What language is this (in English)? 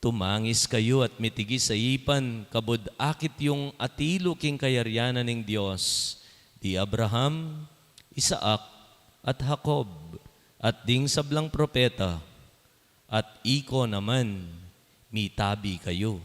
Pampanga